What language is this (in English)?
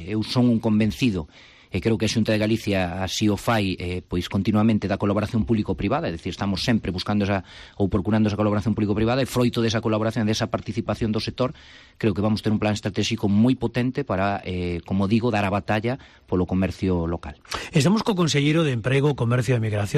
Galician